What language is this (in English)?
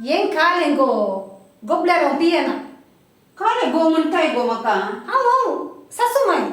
Konkani